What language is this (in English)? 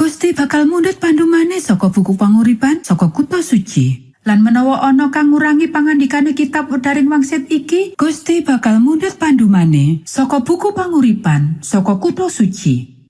Javanese